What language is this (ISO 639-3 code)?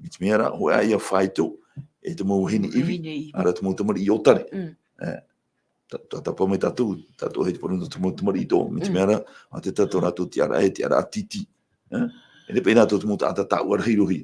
tah